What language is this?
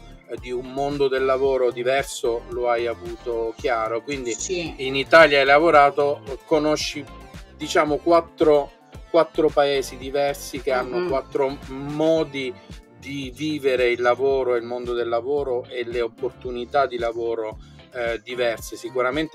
Italian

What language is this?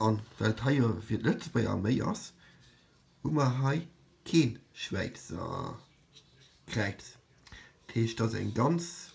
Luxembourgish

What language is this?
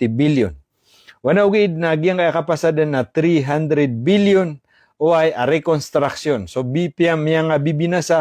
Maranao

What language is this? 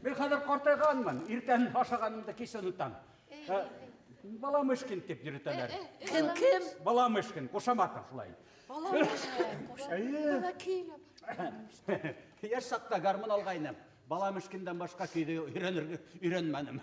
Bashkir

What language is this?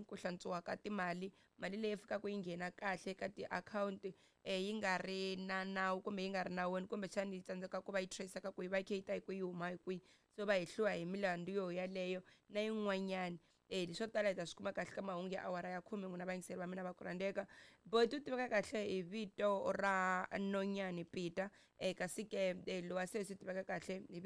Tsonga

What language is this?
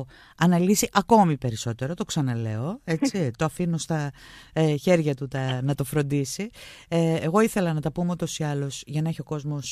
Greek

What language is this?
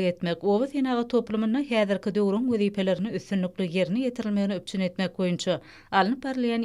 Turkmen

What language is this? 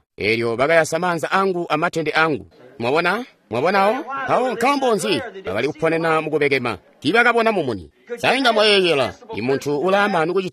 Tonga (Zambia)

